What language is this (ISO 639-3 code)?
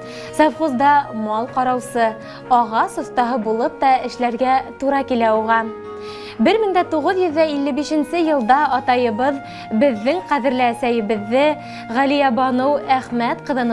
bak